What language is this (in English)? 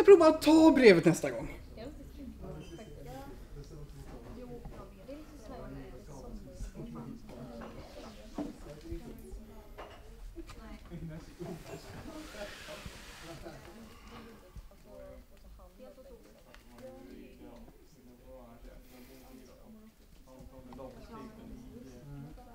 Swedish